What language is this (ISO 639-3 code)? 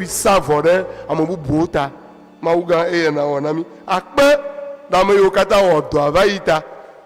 ewe